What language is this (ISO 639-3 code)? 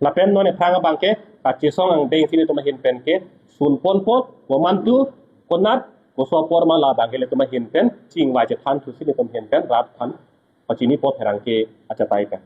mjw